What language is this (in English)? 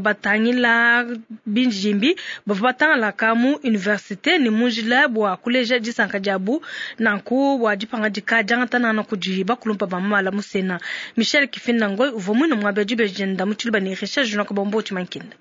Luba-Lulua